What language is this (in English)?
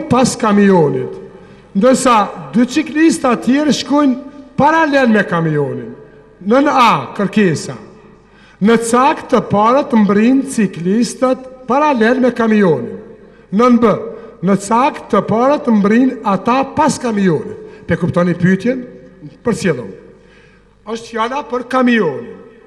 Albanian